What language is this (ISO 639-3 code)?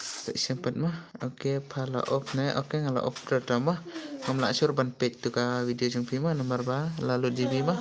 kha